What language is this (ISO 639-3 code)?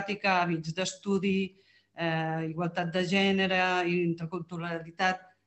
cat